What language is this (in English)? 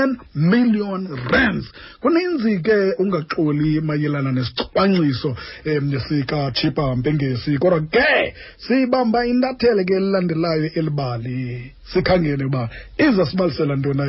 Xhosa